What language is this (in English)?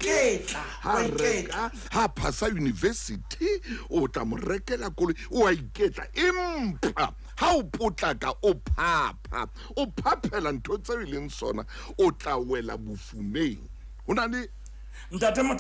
Southern Sotho